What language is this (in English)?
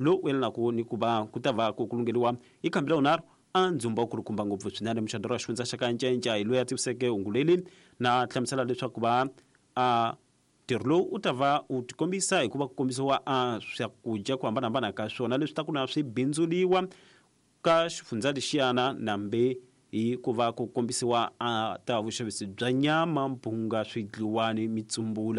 Tsonga